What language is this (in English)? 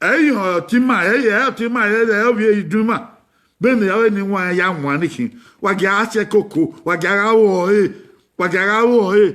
Bini